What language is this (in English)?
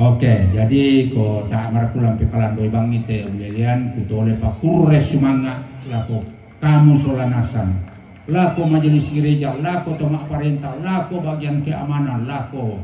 Toraja-Sa'dan